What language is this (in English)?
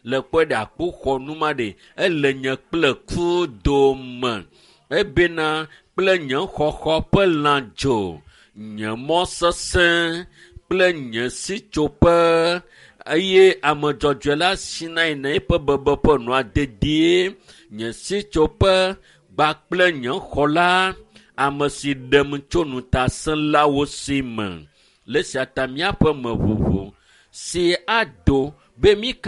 Ewe